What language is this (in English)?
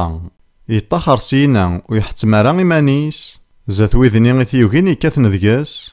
Kabyle